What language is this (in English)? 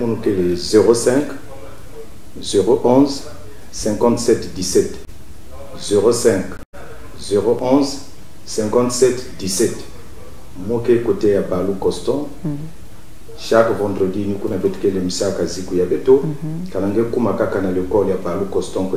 Kituba (Congo)